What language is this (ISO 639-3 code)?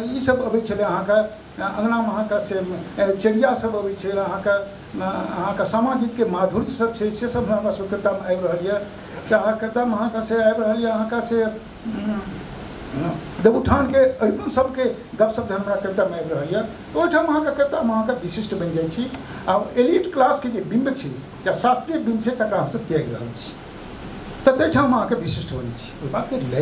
mai